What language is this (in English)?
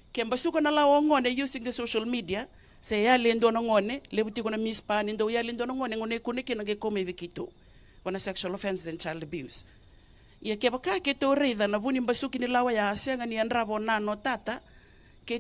Fijian